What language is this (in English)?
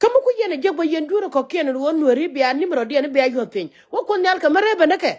Nuer